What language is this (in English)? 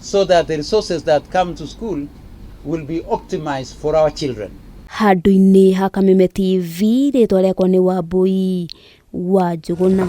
Kikuyu